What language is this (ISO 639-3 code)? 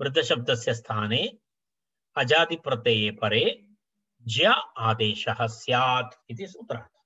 san